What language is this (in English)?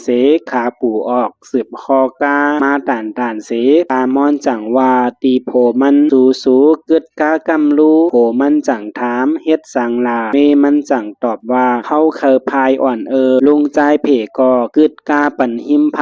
Shan